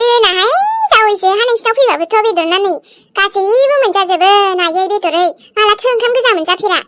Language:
Bodo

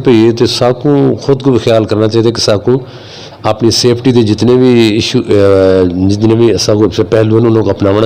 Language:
Saraiki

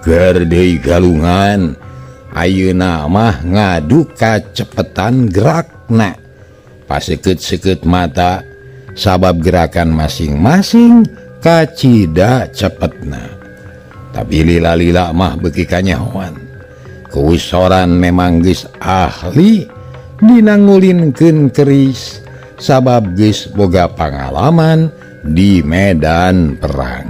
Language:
Sundanese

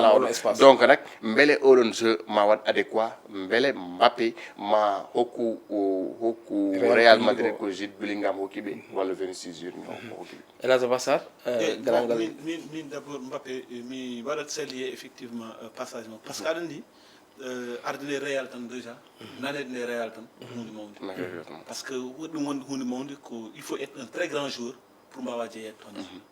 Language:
Fula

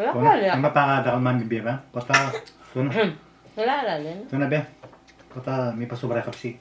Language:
Pampanga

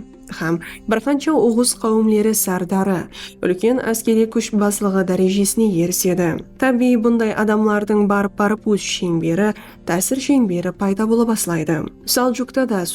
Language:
Kara-Kalpak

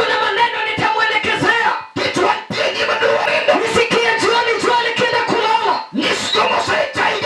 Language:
Luo (Kenya and Tanzania)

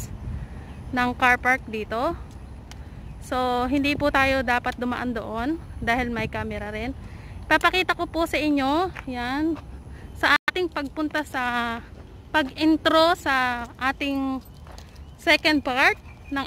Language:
Filipino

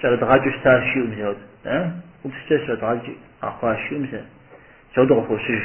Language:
Kabardian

